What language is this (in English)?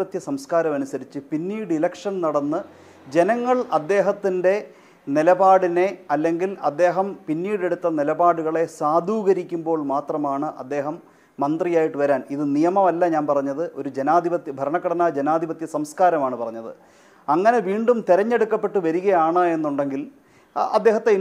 Malayalam